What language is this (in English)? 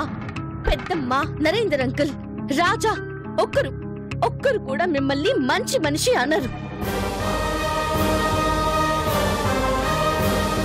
Telugu